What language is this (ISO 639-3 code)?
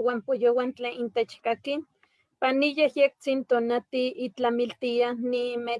nhe